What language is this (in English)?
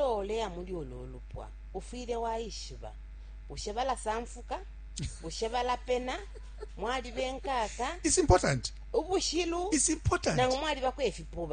Bemba